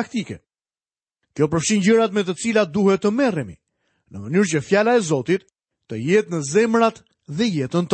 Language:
Albanian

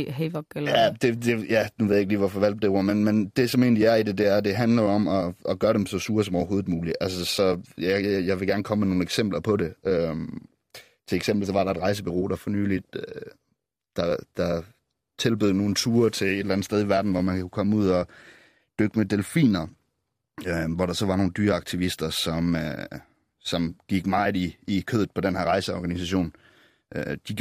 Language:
Danish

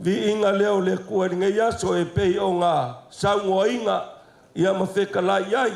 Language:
Samoan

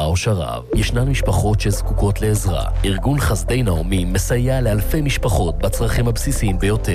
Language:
Hebrew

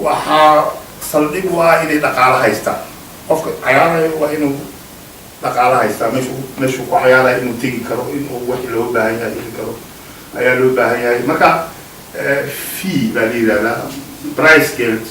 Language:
Somali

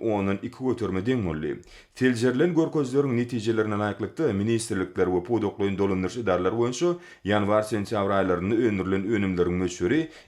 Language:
Turkmen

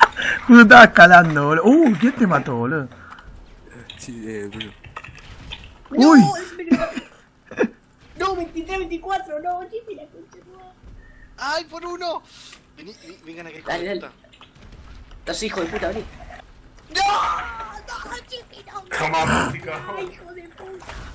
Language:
Spanish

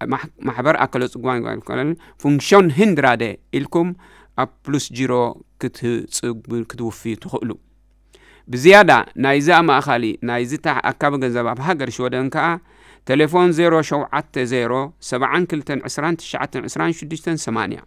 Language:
Tigrinya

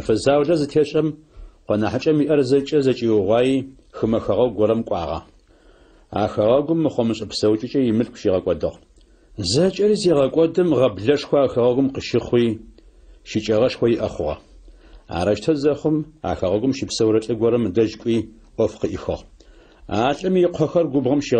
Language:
Adyghe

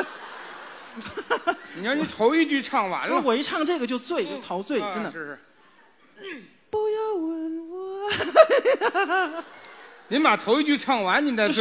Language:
Chinese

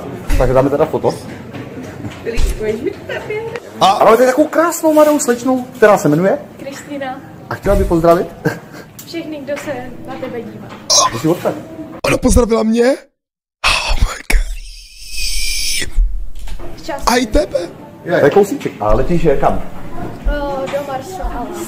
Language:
Czech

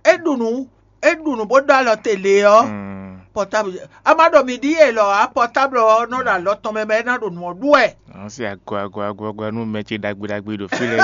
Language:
Fon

